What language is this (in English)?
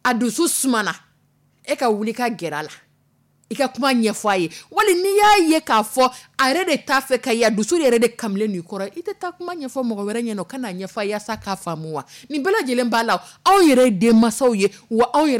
Dyula